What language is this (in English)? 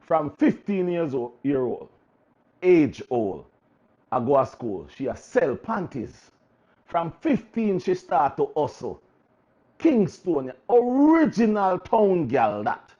Jamaican Creole English